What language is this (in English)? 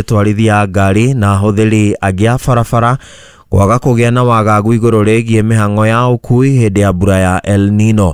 Kikuyu